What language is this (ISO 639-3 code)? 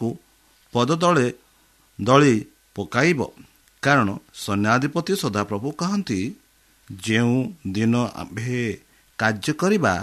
ori